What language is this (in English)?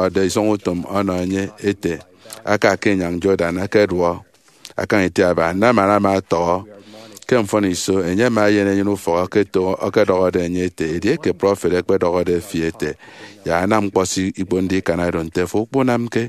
Efik